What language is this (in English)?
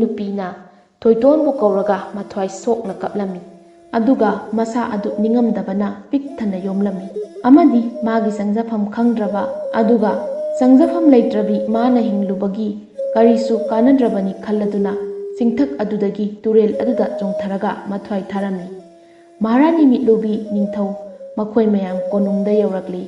Manipuri